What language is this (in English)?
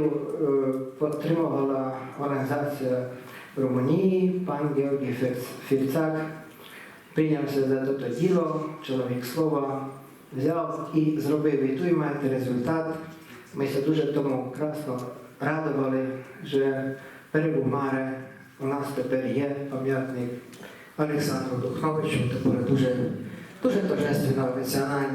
Rusyn